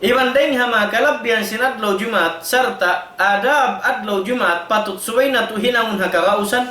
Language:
Tausug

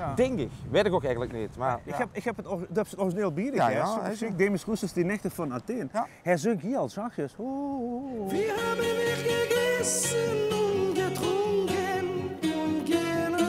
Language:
Limburgish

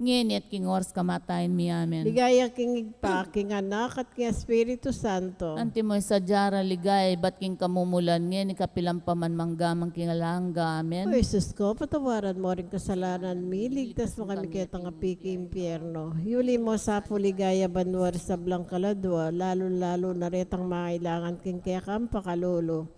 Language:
Pampanga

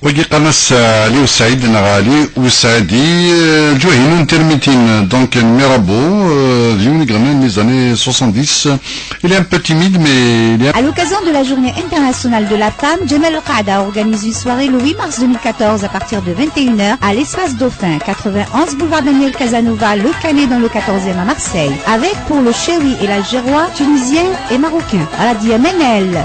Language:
Kabyle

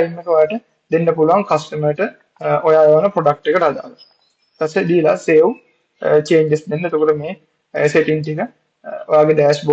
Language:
Sinhala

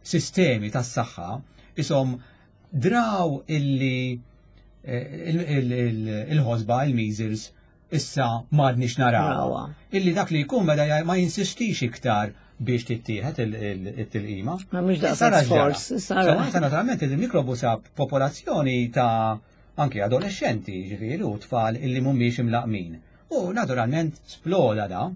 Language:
Maltese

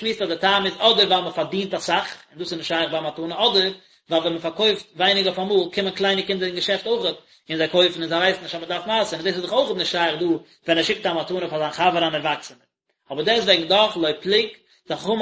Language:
Yiddish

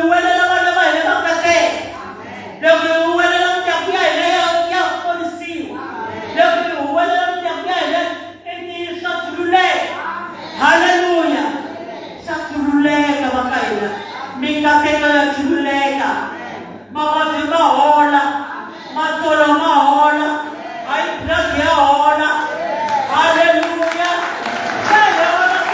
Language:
Tsonga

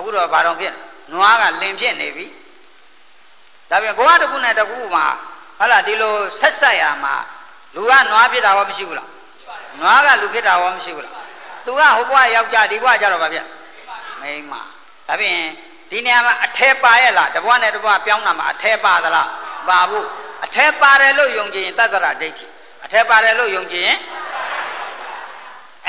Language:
Burmese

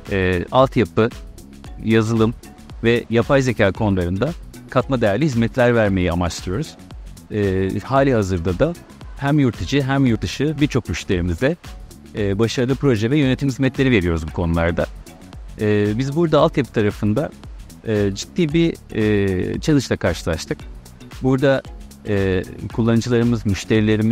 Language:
Turkish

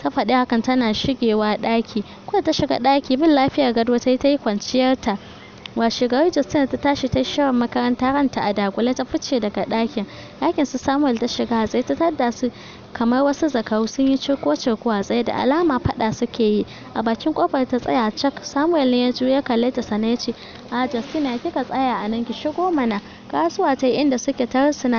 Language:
Hausa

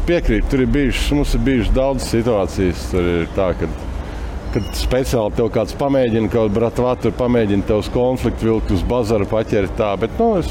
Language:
Latvian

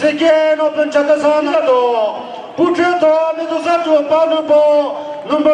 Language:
Chokri Naga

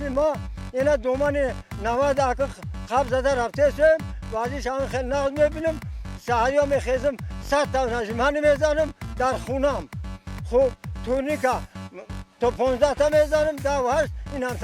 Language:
Tajik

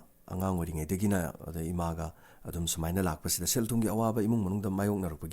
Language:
Manipuri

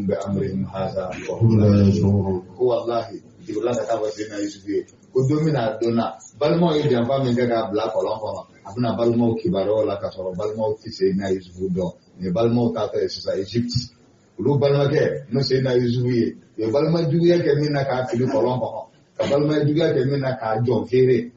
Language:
Bambara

